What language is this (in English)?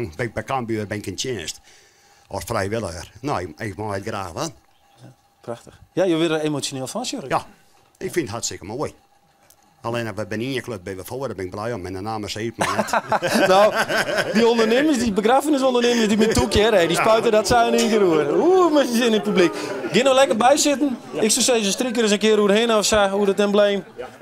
Western Frisian